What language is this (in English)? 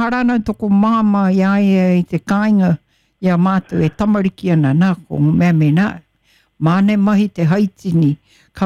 Māori